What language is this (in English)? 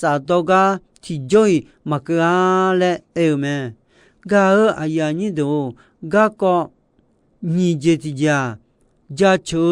Akha